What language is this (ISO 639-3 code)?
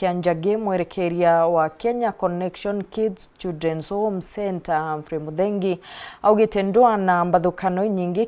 mer